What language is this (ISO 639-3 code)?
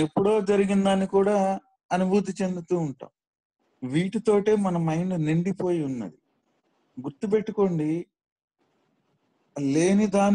tel